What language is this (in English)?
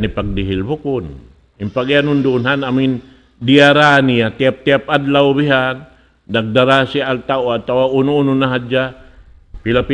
Tausug